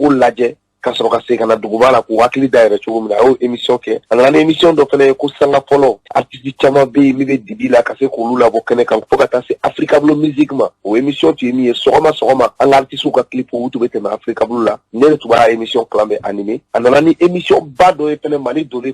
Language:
Bambara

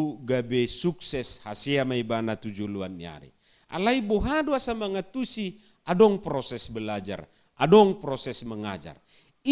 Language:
Batak Toba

